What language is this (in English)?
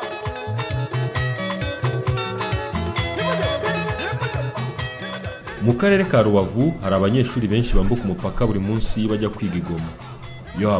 Kinyarwanda